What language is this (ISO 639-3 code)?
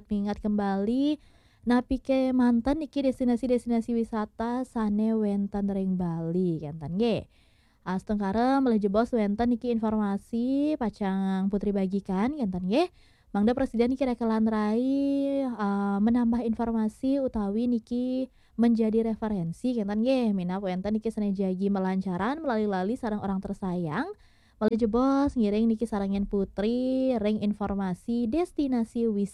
ban